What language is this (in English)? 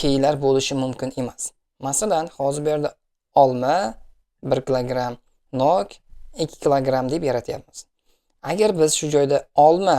Uzbek